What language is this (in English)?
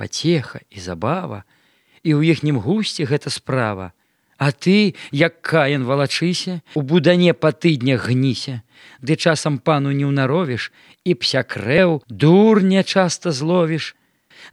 Belarusian